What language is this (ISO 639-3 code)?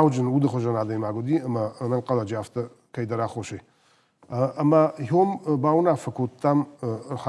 oss